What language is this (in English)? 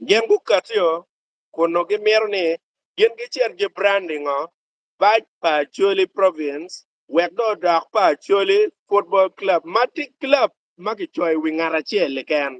Acoli